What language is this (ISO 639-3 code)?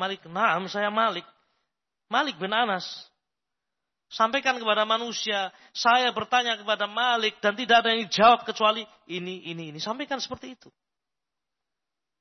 ind